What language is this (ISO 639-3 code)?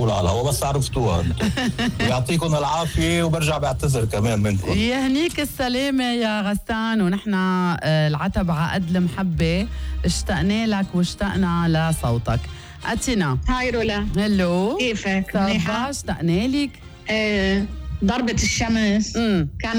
apc